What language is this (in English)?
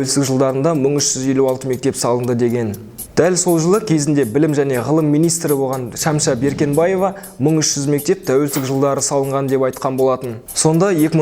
Kazakh